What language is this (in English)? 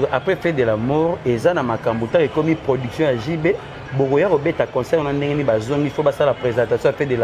Lingala